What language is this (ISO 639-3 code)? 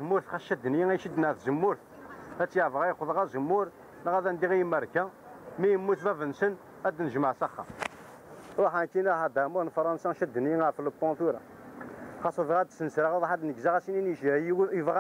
kab